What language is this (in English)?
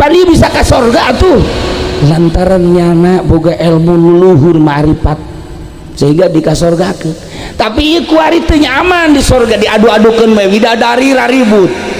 Sundanese